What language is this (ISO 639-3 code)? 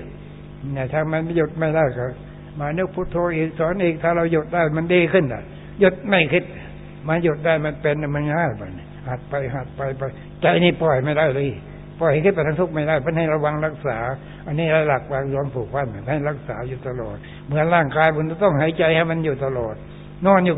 tha